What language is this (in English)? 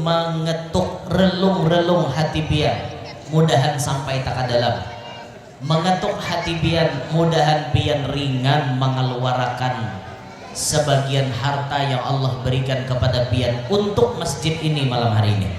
Banjar